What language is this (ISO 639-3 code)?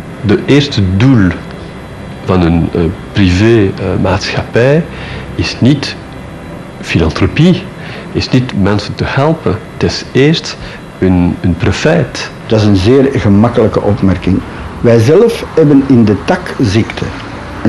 nld